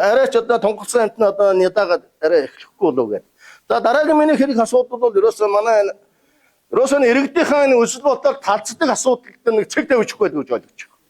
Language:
Mongolian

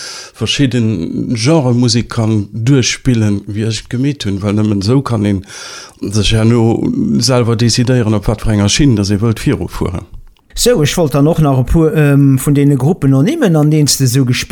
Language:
Luxembourgish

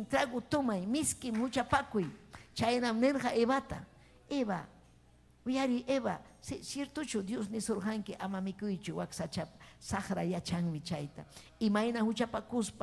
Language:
Ayacucho Quechua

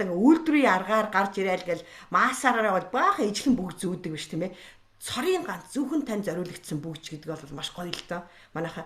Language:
Mongolian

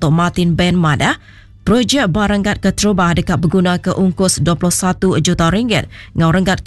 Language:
Iban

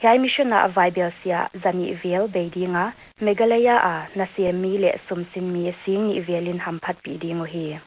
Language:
Paite Chin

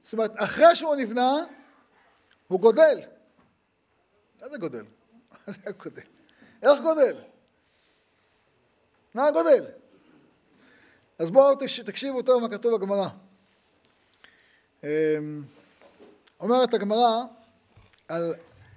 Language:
Hebrew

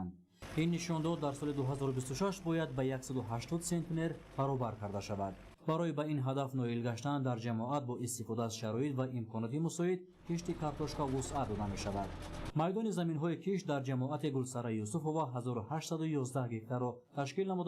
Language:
Tajik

